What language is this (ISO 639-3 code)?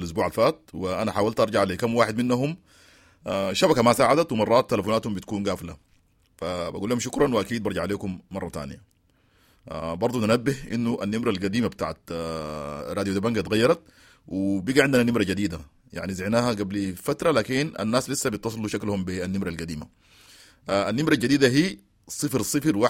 apd